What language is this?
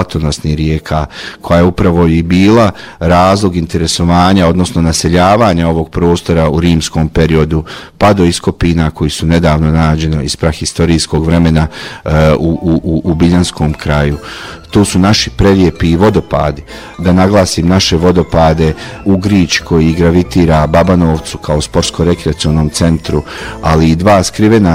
Bosnian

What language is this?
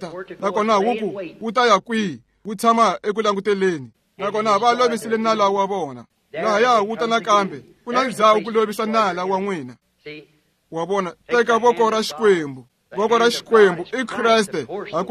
Tsonga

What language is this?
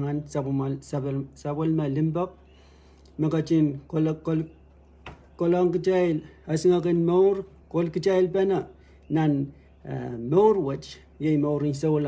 Pohnpeian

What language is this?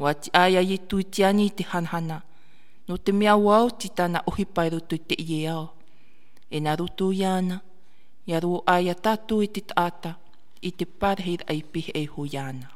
Tahitian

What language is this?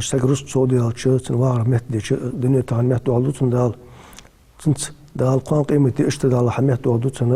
Ingush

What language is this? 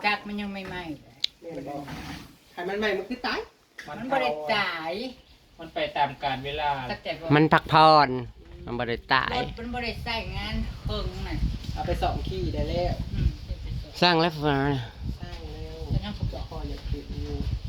Northeastern Thai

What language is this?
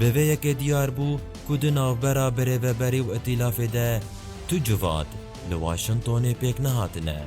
Kurdish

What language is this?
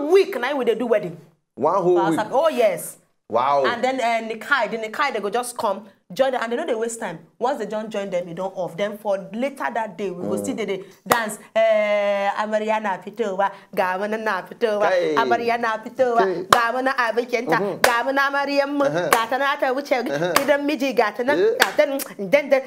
Nigerian Pidgin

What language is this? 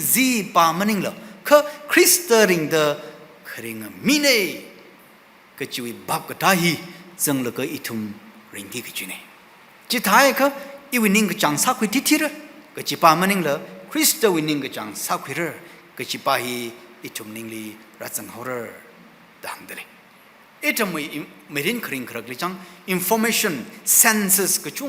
Tangkhul Naga (India)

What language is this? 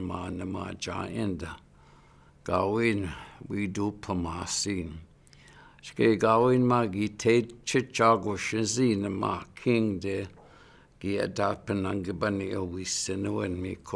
Chippewa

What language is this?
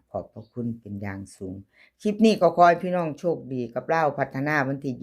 Northeastern Thai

